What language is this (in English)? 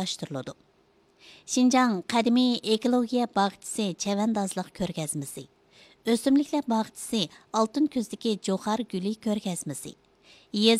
Uyghur